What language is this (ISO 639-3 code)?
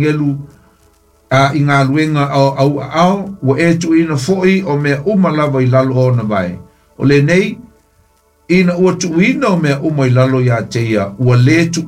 smo